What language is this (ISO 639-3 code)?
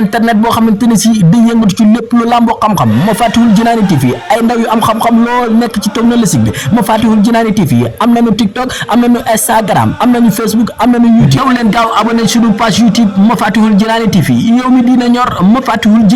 wol